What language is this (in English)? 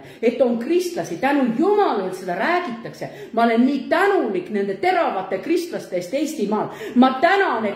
Estonian